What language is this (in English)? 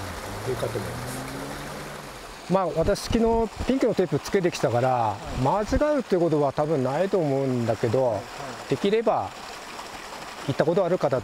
Japanese